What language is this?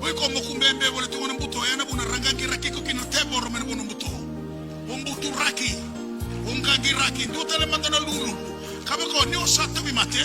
Fijian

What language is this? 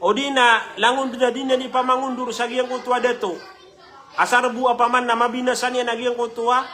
Maranao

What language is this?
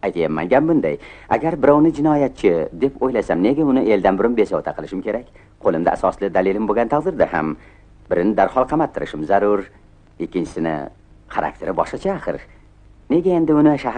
Uzbek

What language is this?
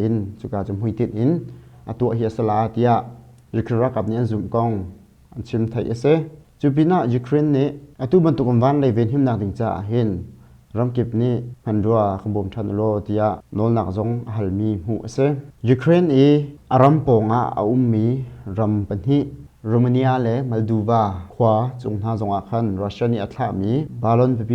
Hakha Chin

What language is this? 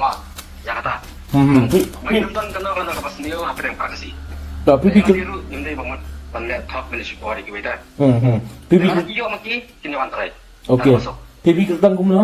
Khasi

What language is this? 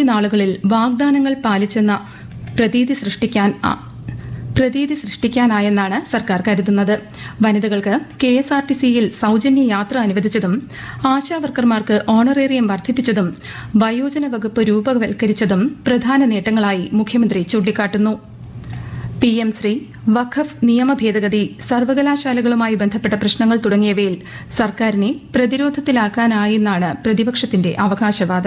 Malayalam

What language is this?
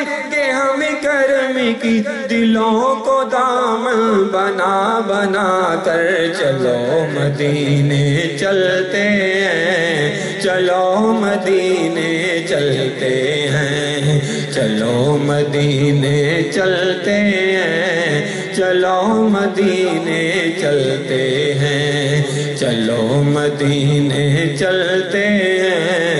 Urdu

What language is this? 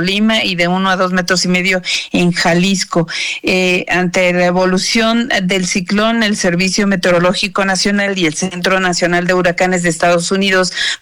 Spanish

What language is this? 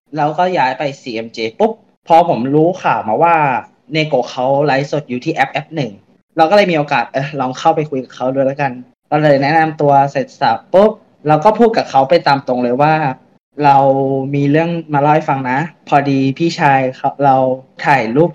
Thai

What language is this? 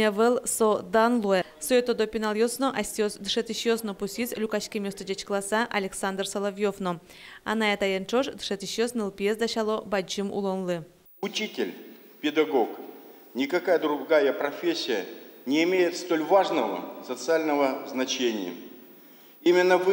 Udmurt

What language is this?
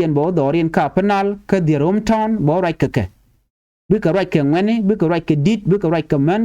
Nuer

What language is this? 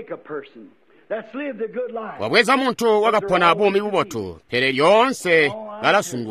Tonga (Zambia)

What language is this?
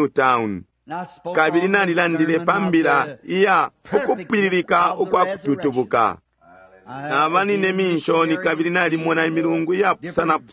Bemba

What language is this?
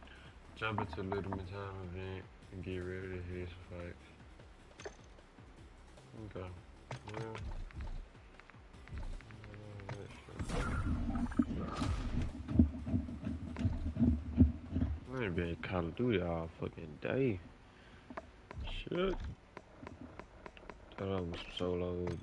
English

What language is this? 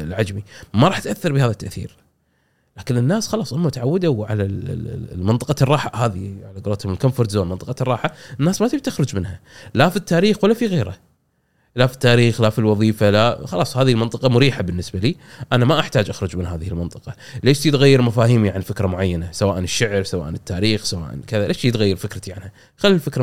Gulf Arabic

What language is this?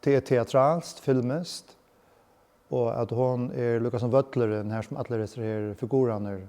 Faroese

